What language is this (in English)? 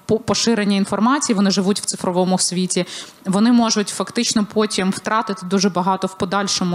Ukrainian